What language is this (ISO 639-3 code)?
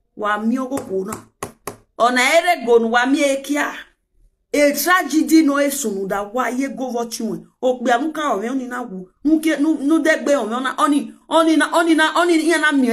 pcm